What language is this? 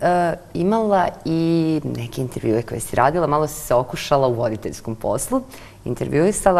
Serbian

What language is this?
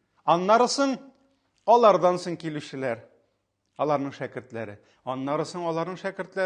Tatar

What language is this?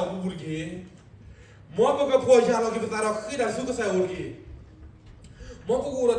S'gaw Karen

